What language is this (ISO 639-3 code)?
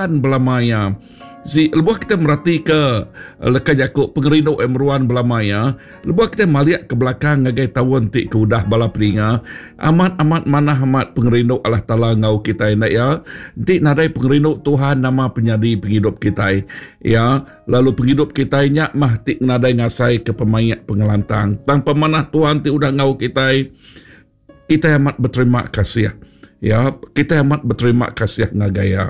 iba